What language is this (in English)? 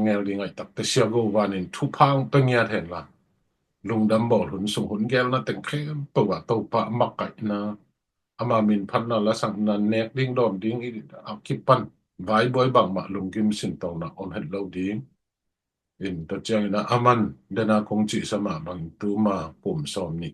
Tedim Chin